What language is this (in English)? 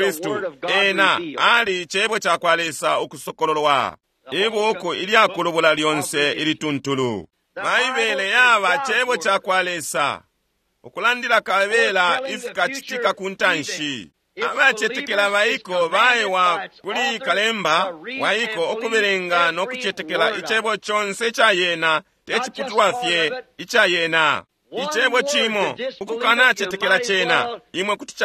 Bemba